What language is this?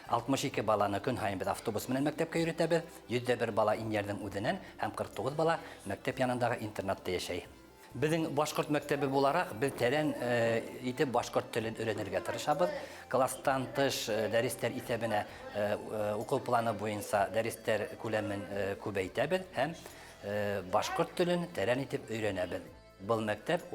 Bashkir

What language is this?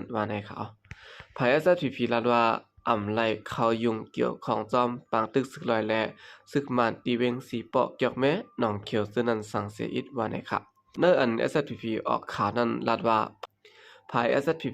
Shan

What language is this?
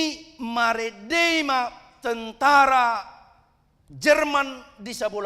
Batak Toba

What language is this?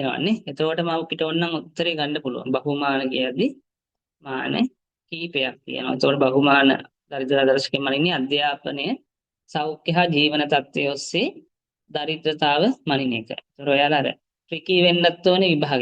Sinhala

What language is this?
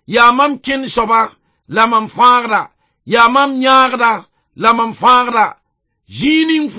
Mossi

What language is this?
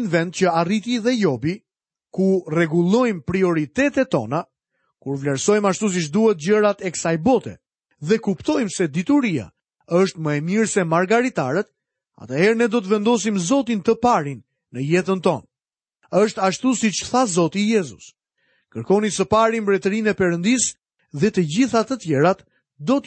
Albanian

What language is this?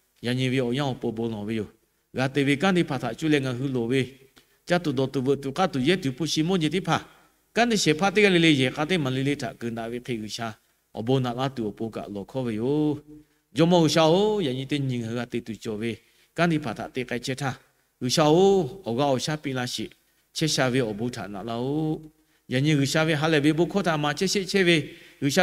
Lahu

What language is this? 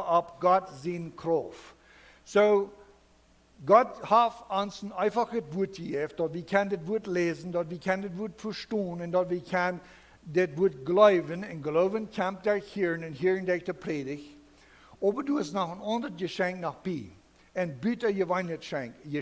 Plautdietsch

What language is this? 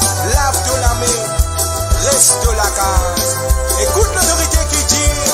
Morisyen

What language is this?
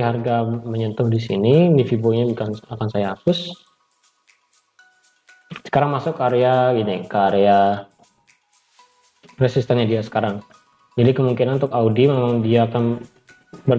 Indonesian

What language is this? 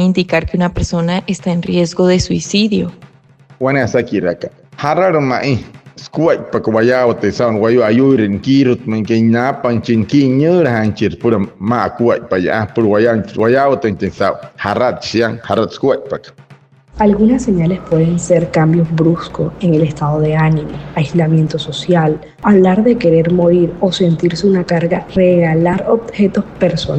Wayuu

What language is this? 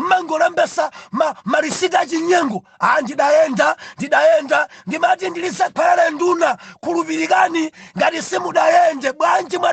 Nyanja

